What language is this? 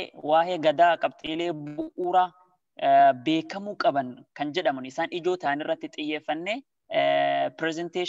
Oromo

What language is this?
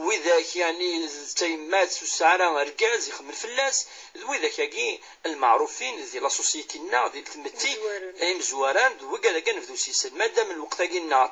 Kabyle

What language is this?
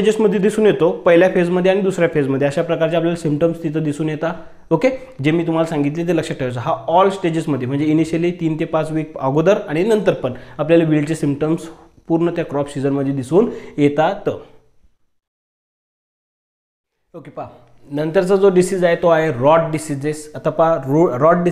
Marathi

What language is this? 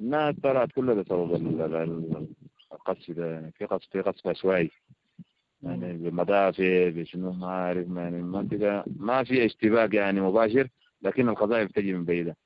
Sudanese Arabic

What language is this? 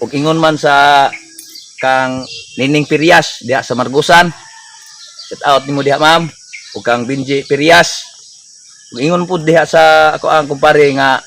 Cebuano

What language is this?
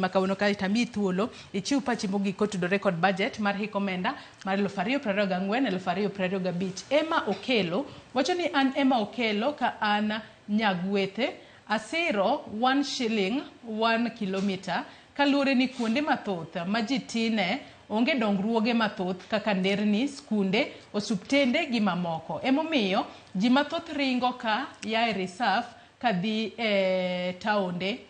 Luo (Kenya and Tanzania)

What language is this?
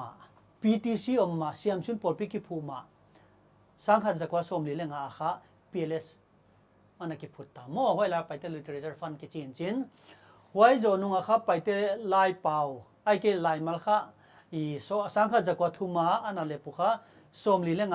Paite Chin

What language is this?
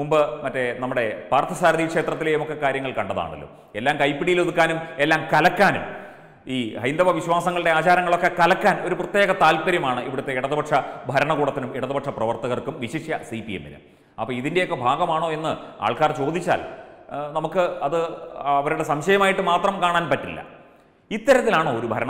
Malayalam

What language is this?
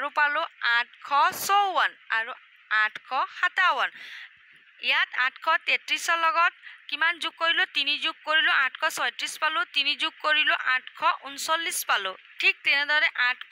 Assamese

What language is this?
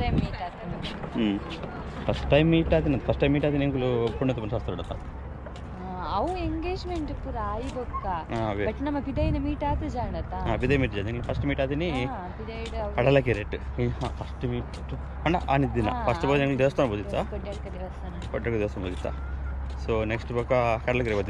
Tulu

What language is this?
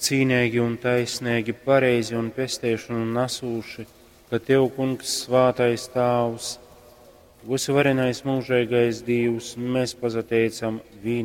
Latgalian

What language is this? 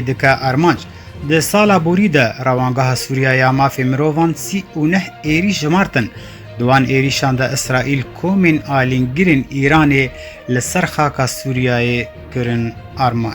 Kurdish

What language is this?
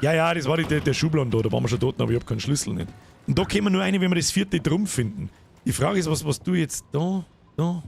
Bavarian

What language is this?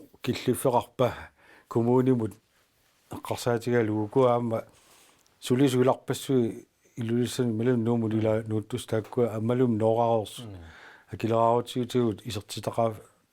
Kalaallisut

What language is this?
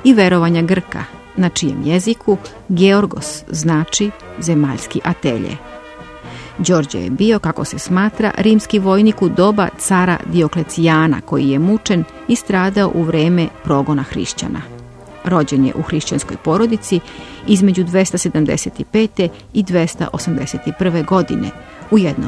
Serbian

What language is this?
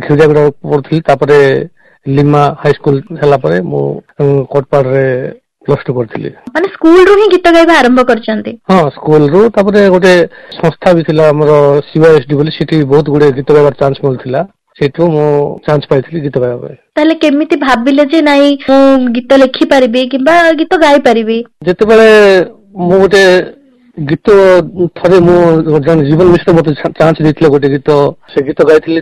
Odia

